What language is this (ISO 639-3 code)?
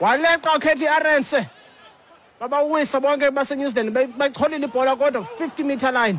xho